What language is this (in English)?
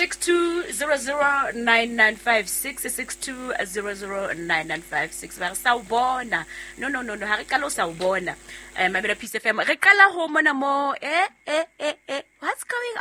Southern Sotho